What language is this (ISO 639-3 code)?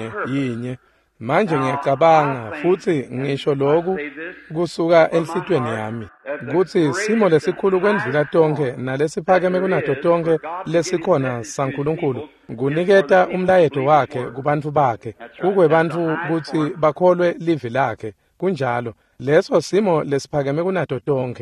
ssw